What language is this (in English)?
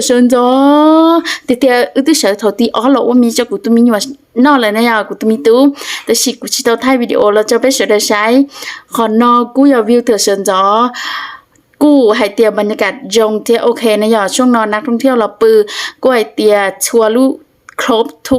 Hmong